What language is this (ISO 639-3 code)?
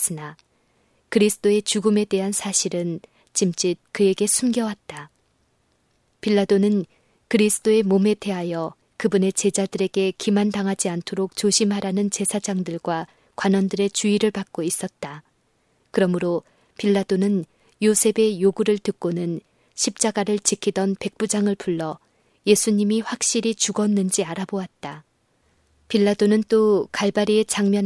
kor